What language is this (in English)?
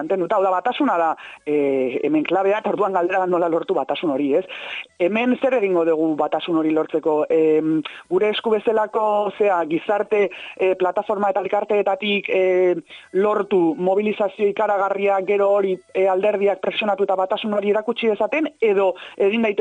Basque